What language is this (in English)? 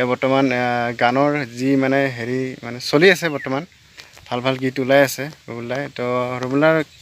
Assamese